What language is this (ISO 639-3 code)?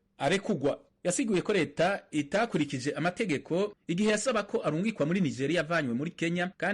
run